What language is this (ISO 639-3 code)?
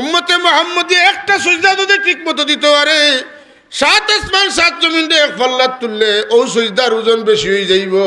syl